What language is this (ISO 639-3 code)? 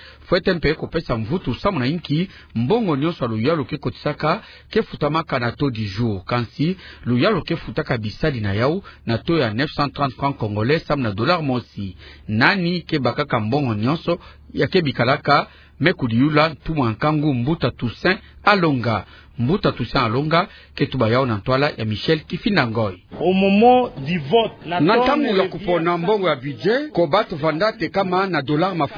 ktu